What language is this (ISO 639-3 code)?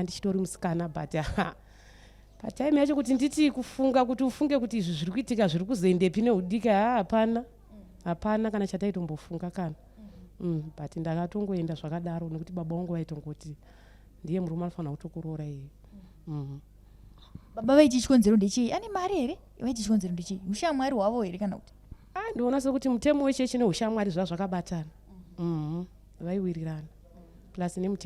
sna